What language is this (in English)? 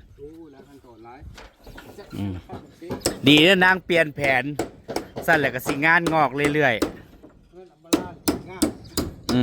Northeastern Thai